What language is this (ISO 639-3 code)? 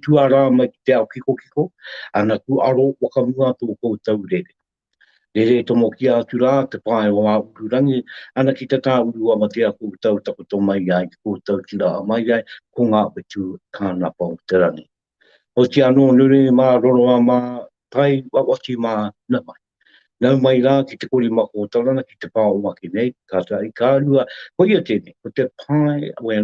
mri